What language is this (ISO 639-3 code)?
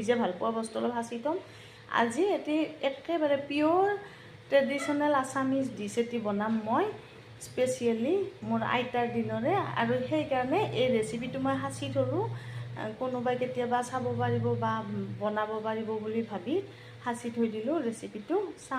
asm